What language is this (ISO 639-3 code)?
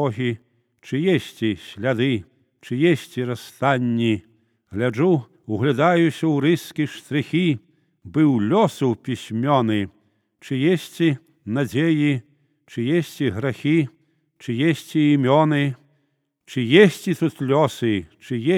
bel